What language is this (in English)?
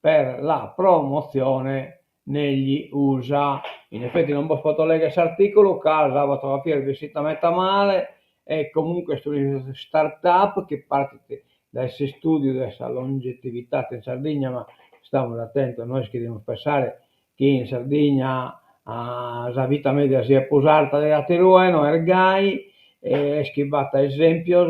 Sardinian